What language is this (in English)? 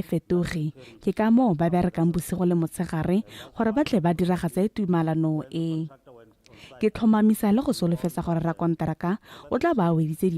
Tswana